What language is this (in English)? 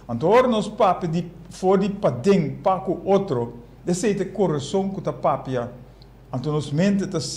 Papiamento